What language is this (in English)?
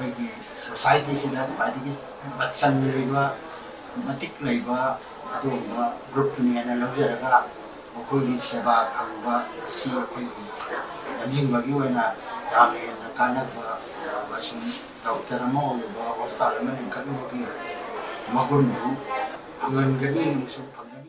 Manipuri